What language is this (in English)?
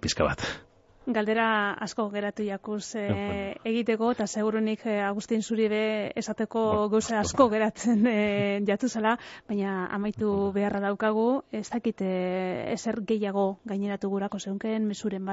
Basque